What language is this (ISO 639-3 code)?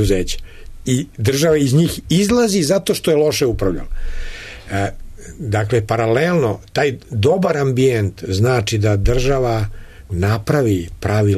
srp